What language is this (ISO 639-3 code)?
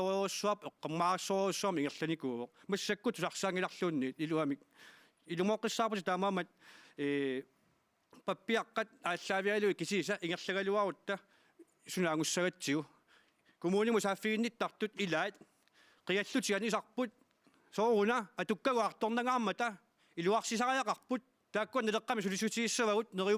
kal